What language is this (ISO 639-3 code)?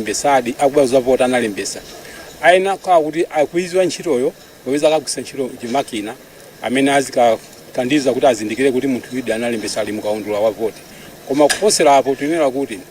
nya